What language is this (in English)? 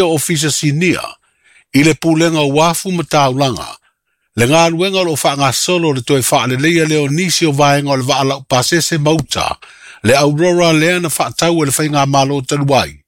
Samoan